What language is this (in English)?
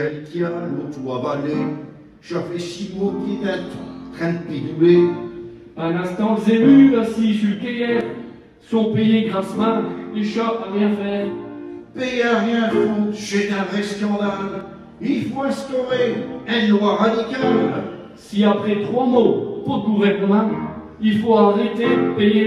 Picard